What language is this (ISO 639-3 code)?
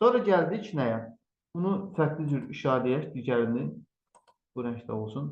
aze